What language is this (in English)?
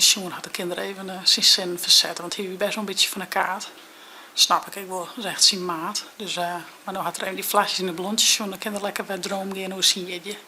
Western Frisian